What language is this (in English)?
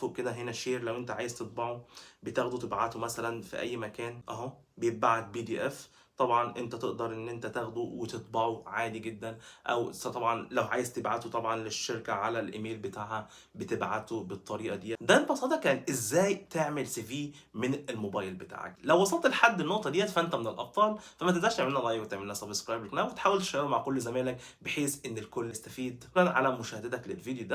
Egyptian Arabic